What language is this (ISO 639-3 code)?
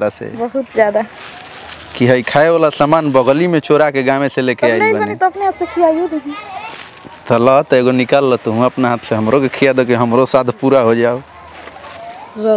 bho